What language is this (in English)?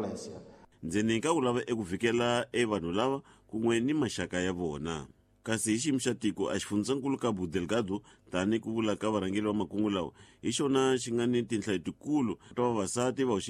Tsonga